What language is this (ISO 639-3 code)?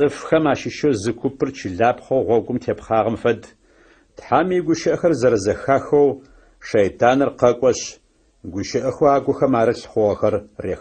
ady